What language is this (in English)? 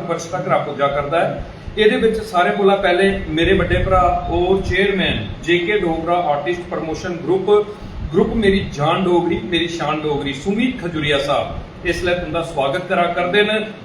Dogri